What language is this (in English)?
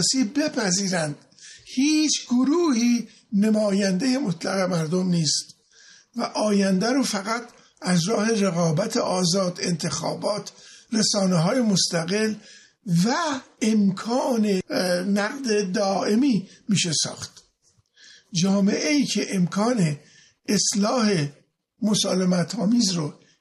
Persian